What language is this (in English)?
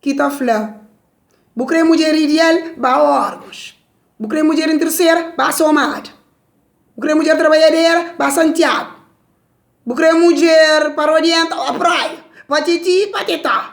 Kabuverdianu